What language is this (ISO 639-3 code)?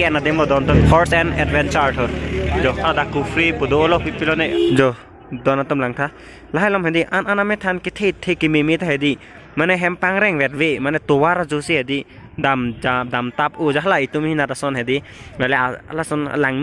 mjw